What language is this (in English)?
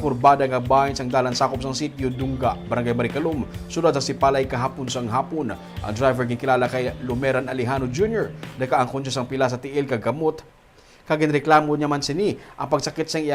Hiligaynon